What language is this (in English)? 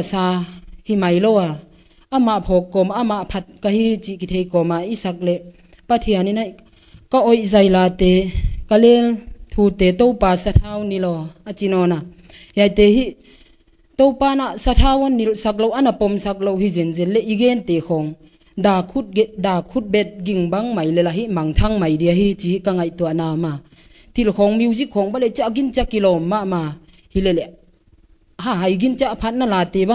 Paite Chin